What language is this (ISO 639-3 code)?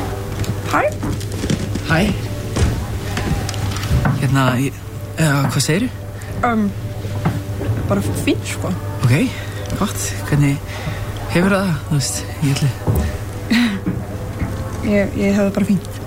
isl